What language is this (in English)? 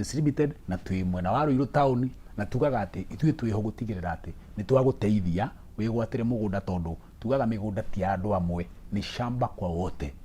Kikuyu